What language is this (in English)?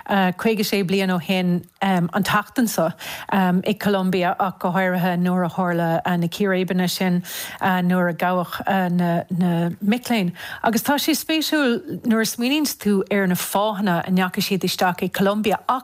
Irish